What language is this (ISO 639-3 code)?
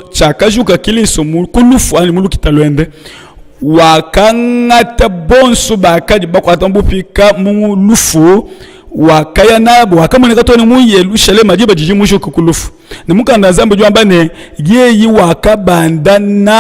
lua